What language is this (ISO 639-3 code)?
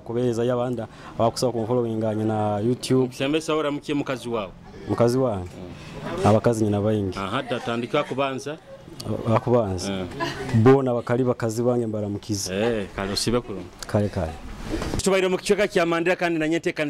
nyo